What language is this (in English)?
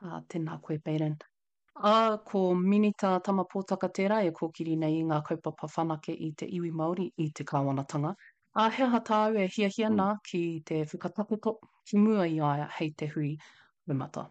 Māori